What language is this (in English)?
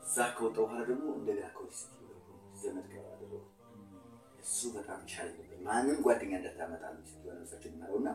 Amharic